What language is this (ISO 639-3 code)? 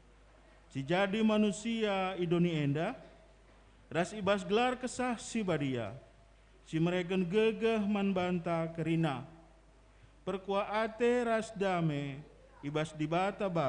btx